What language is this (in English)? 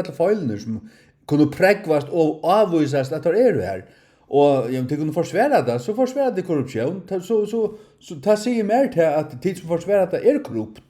Faroese